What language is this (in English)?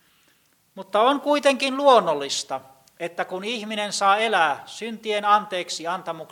Finnish